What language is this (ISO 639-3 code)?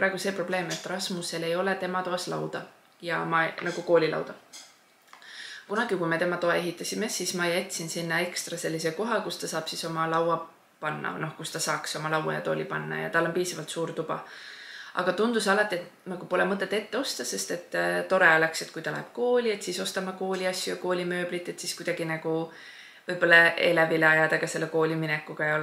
est